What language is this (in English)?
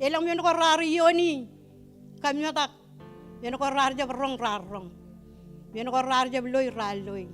Marshallese